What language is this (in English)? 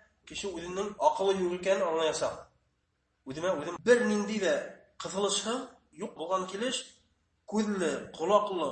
Bashkir